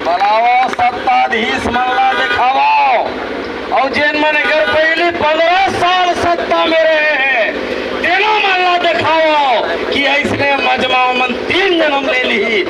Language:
Chhattisgarhi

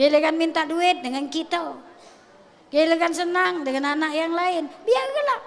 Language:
Musi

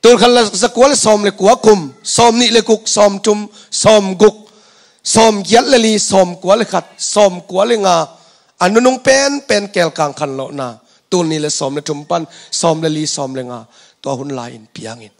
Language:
Tedim Chin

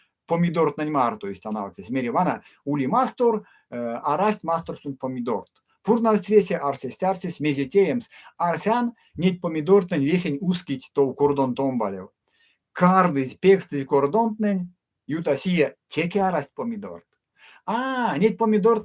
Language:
Erzya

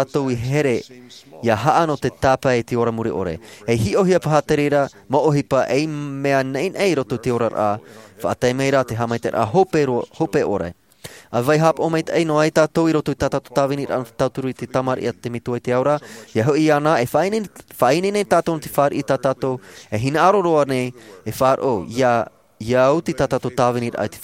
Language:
Tahitian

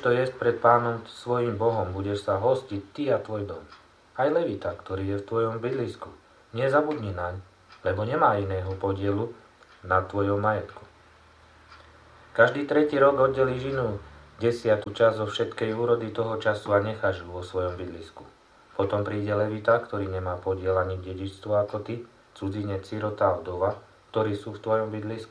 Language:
Slovak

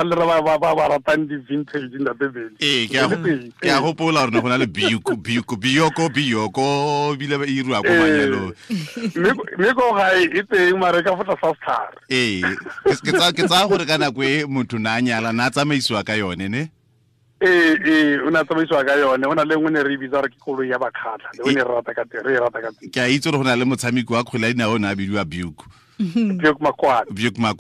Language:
Tswana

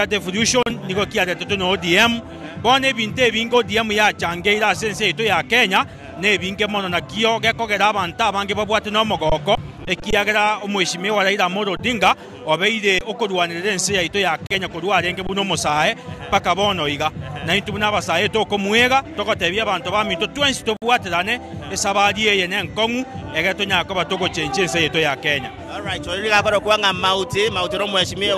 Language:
Gusii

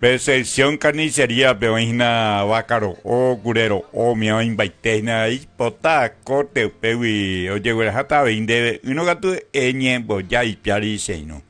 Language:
Guarani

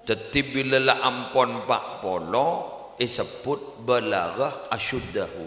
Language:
Madurese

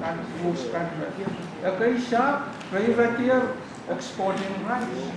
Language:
Pohnpeian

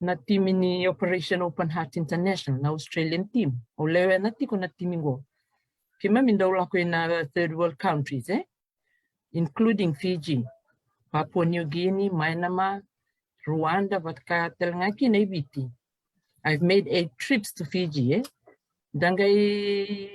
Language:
Fijian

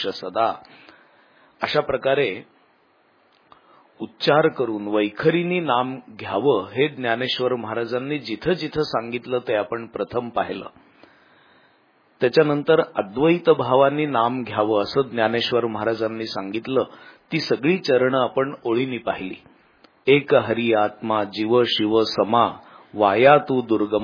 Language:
Marathi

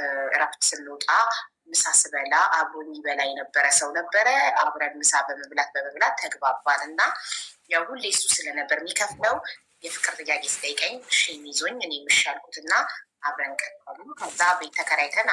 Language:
Amharic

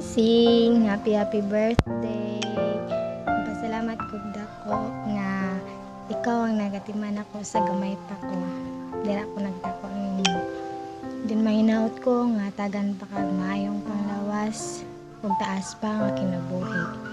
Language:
Cebuano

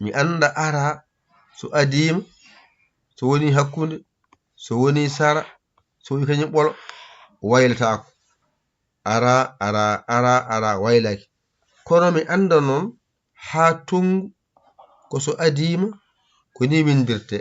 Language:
Fula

